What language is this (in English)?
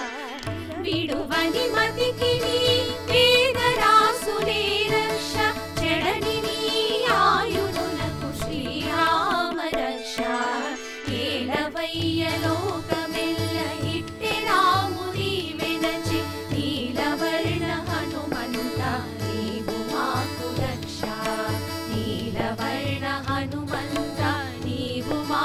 Telugu